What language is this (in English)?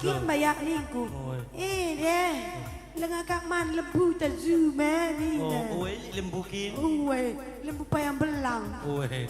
Batak Karo